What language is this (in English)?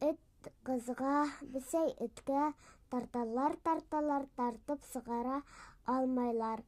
Bashkir